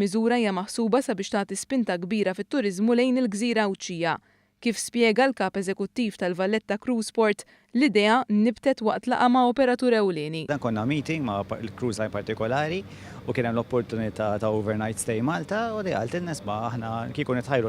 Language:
Maltese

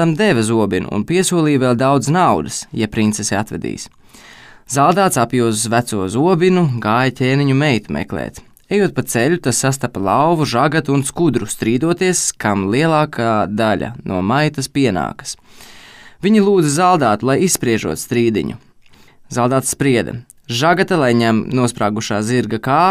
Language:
Latvian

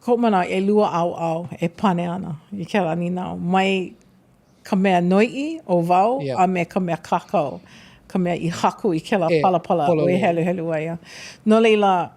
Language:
Hawaiian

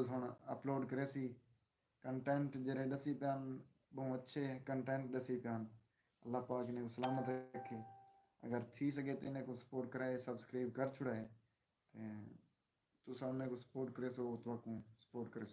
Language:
Saraiki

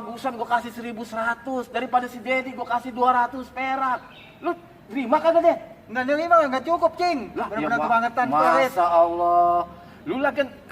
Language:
Betawi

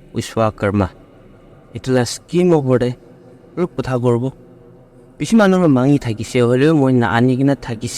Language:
Naga Pidgin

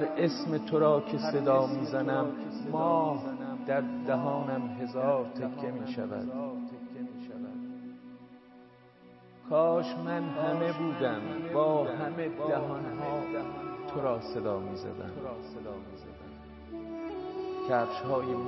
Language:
Persian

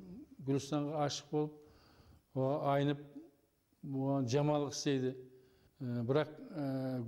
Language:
Kara-Kalpak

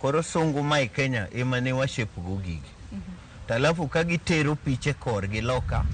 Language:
Luo (Kenya and Tanzania)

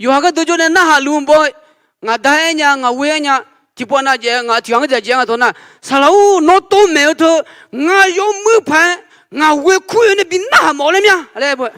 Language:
Akha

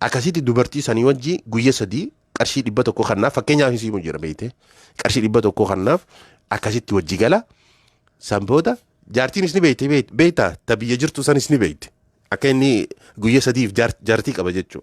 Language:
Oromo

